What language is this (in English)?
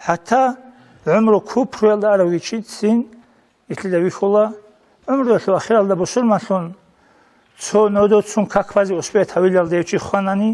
Avaric